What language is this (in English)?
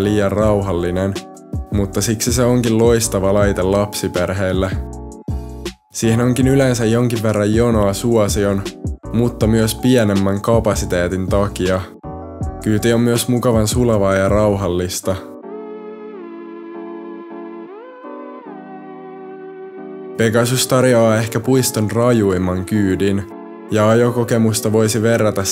Finnish